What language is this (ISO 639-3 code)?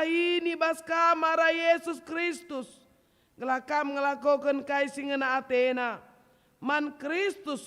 btx